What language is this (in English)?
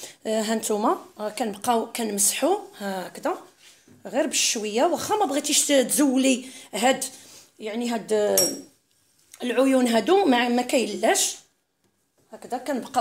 Moroccan Arabic